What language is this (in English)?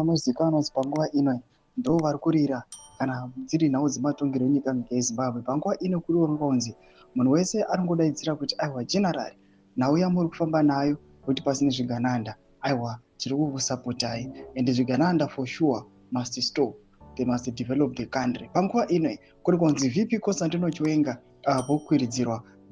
Shona